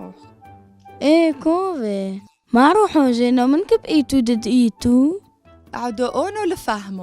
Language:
Turoyo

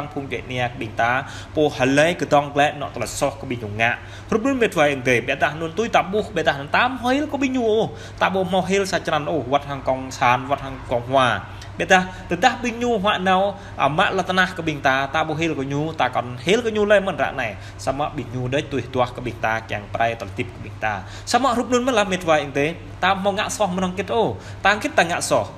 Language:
Jarai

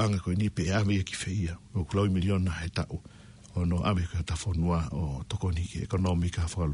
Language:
Tongan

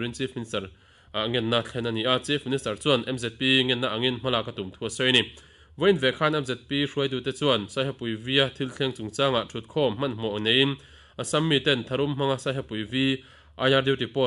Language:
Mizo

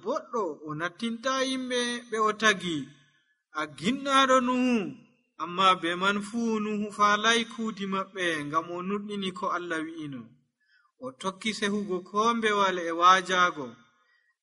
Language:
Nigerian Fulfulde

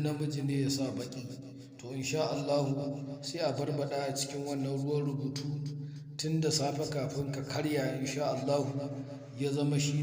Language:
Hausa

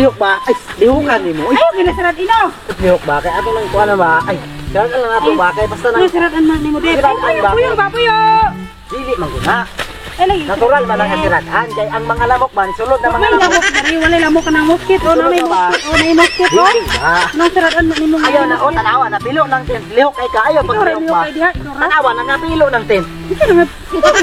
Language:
Cebuano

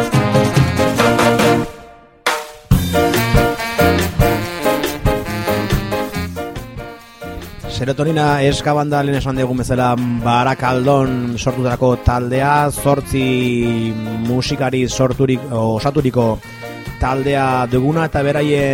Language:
Basque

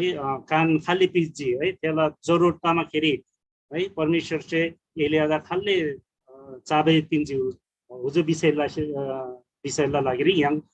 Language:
Eastern Tamang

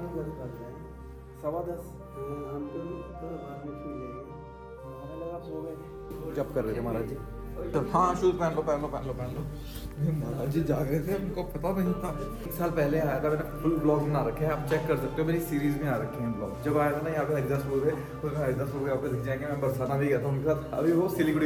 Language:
Hindi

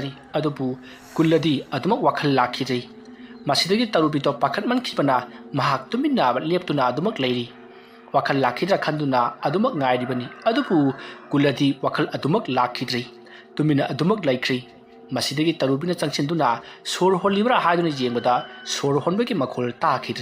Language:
Manipuri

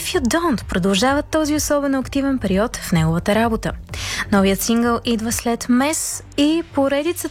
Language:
Bulgarian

